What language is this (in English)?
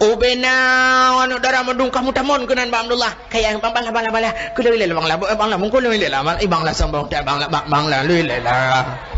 Achinese